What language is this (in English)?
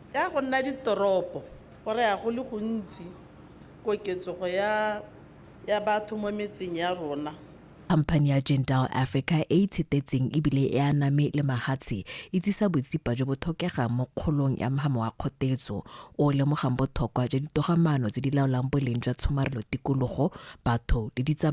Tswana